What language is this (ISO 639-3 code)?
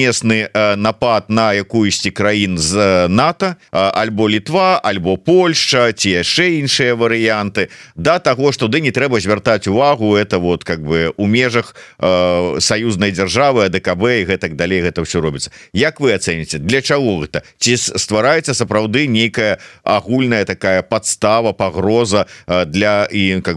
bel